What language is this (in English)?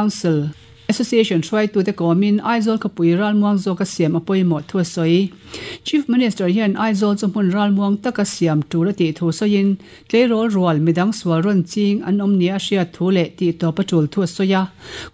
Mizo